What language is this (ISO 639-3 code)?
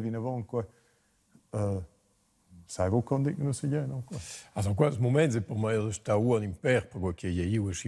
roh